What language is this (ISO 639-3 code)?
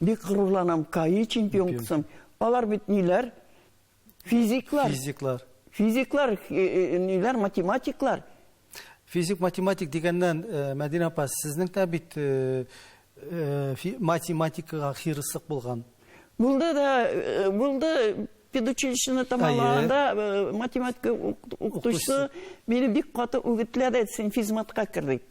tat